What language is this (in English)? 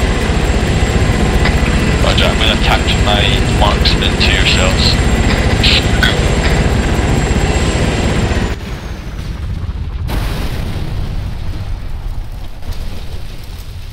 English